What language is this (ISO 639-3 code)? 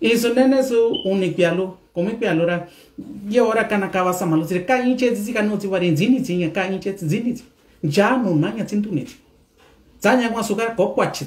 mix